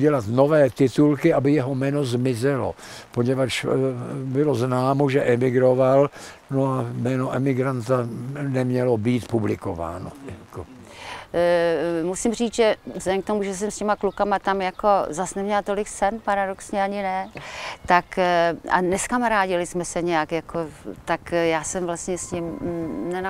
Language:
Czech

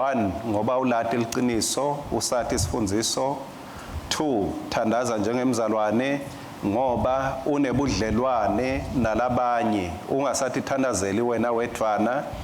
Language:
Swati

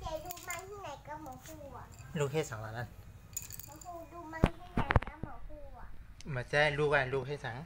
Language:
Shan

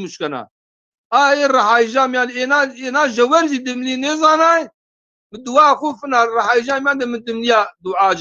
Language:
Zaza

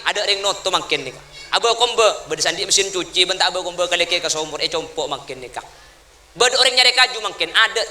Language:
Madurese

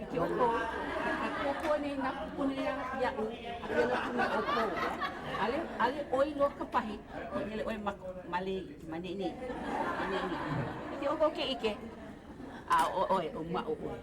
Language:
Hawaiian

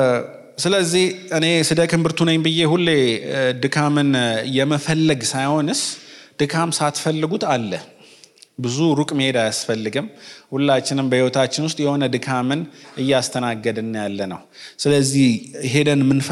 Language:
Amharic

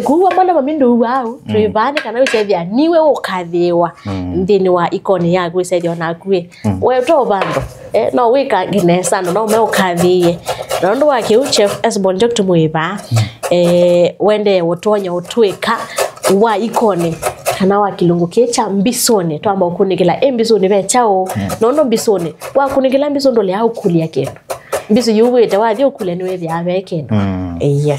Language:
Kamba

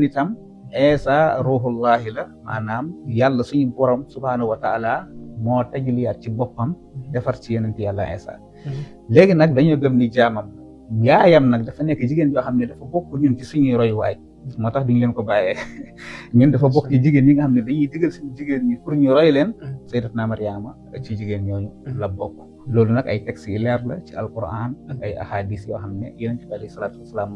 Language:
Wolof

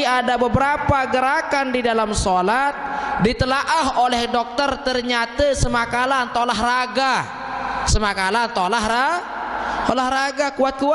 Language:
Sasak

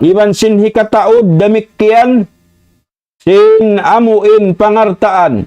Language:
Tausug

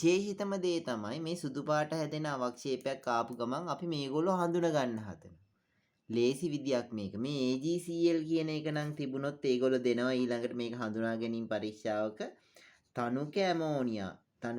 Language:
Sinhala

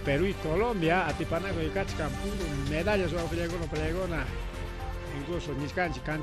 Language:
Ayacucho Quechua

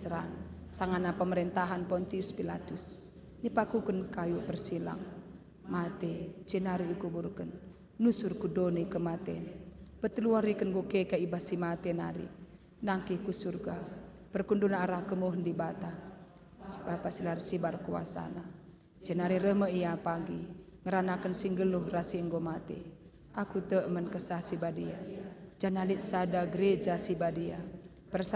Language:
Batak Karo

